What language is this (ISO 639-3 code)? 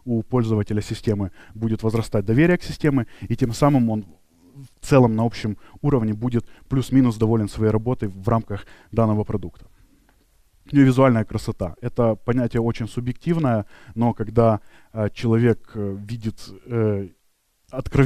rus